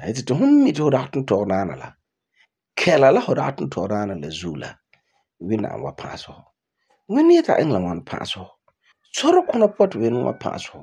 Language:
Frafra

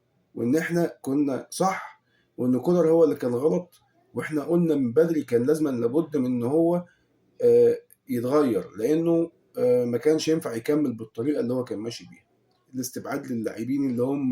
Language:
Egyptian Arabic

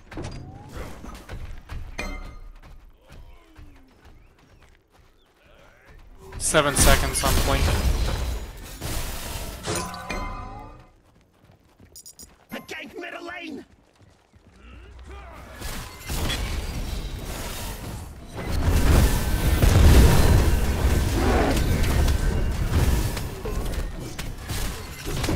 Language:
English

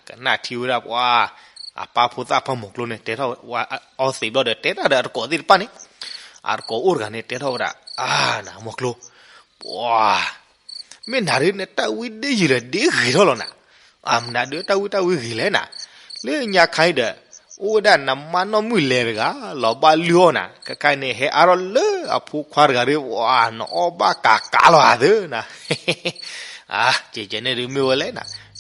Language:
S'gaw Karen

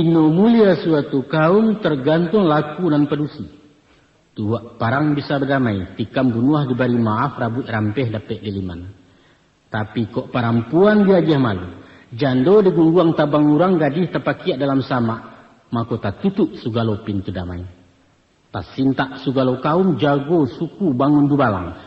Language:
Minangkabau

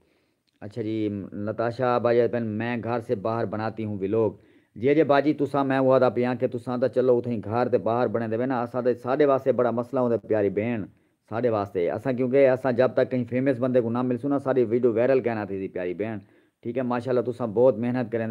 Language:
Saraiki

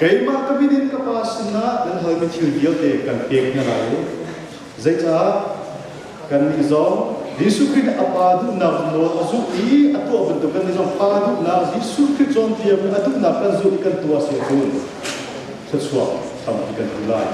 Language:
Hakha Chin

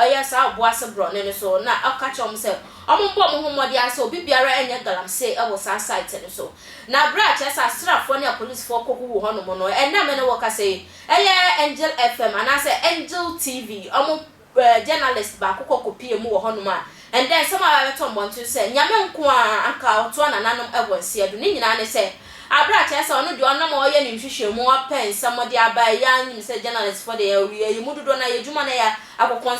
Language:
Akan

